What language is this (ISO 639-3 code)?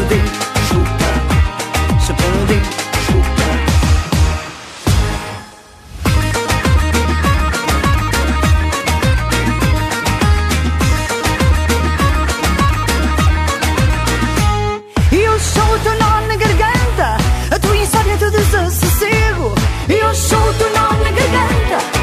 por